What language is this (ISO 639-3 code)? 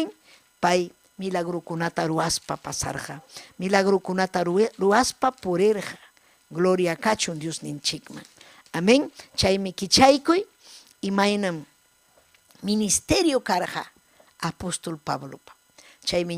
quy